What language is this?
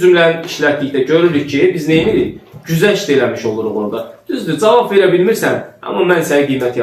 Azerbaijani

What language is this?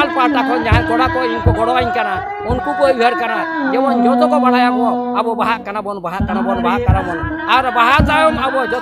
Santali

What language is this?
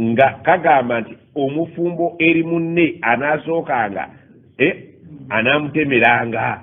Ganda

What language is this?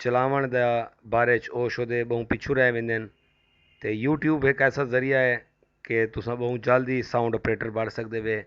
Saraiki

